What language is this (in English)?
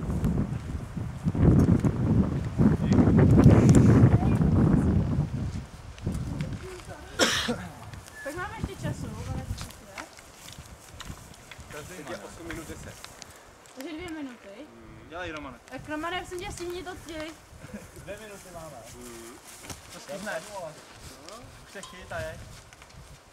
Czech